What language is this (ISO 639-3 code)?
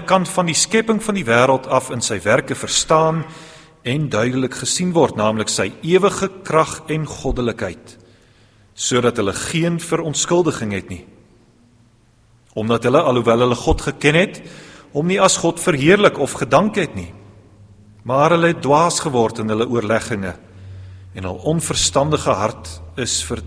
afr